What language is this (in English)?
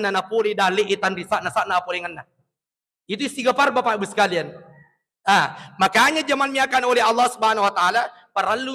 Buginese